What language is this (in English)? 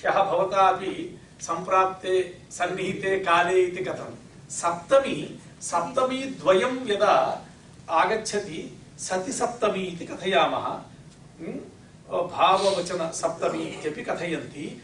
Sanskrit